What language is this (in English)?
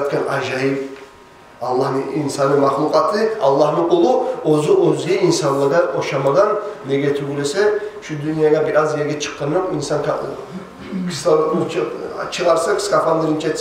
Kumyk